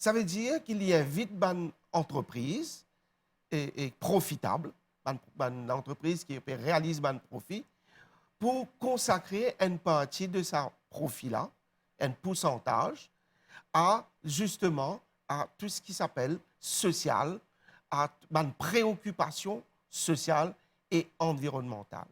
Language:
Morisyen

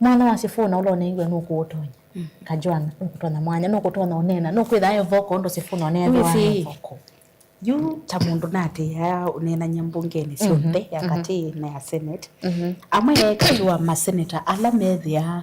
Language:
Kamba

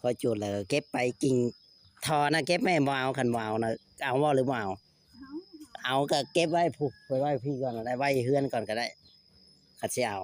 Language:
Northeastern Thai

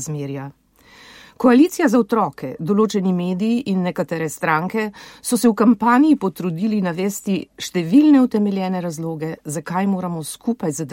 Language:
Slovenian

